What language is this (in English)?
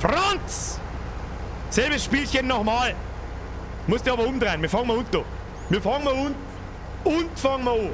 Bavarian